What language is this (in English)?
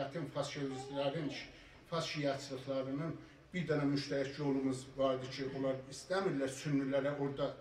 South Azerbaijani